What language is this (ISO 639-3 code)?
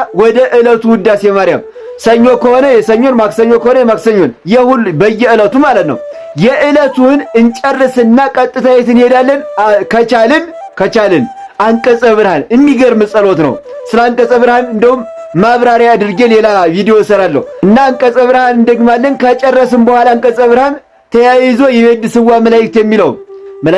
amh